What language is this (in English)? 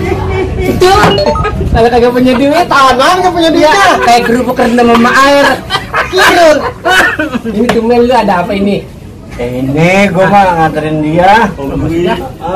Betawi